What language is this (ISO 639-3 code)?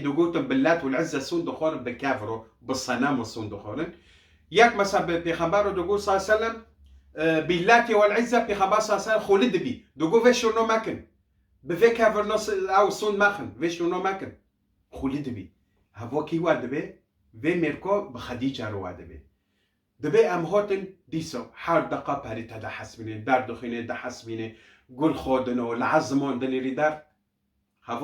kur